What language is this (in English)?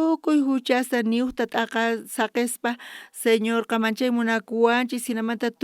South Bolivian Quechua